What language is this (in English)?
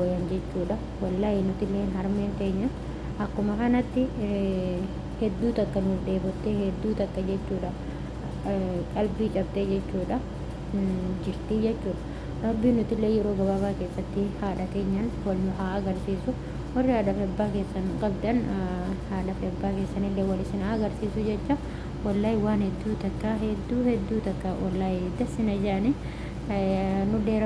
Oromo